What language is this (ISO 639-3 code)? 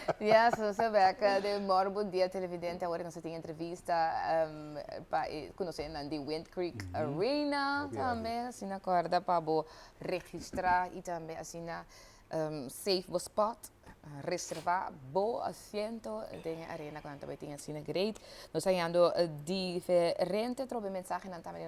pap